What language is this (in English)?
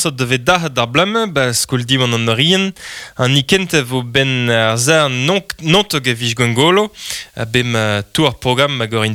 Breton